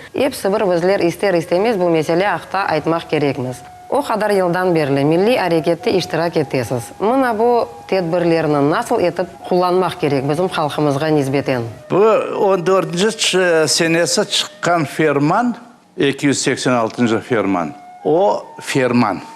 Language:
Crimean Tatar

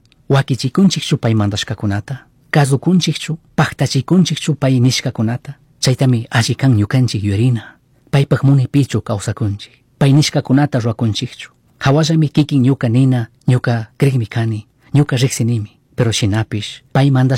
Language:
Chimborazo Highland Quichua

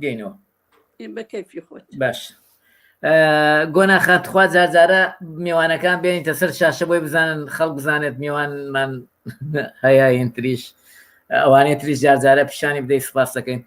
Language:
Central Kurdish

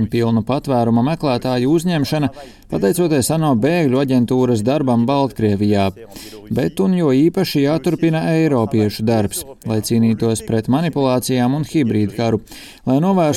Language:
Latvian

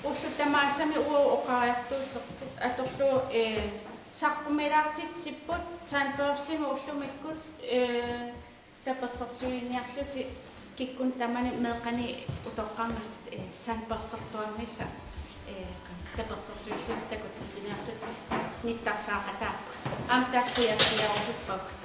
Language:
Kalaallisut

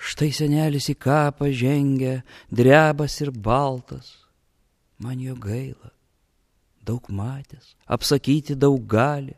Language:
Lithuanian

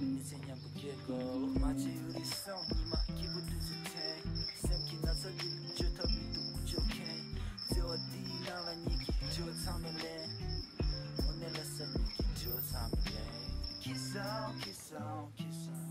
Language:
Tibetan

